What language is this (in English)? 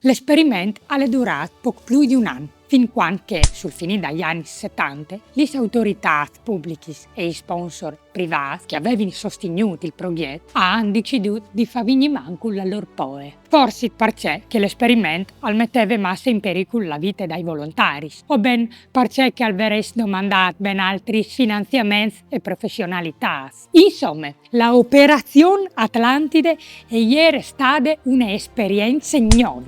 Friulian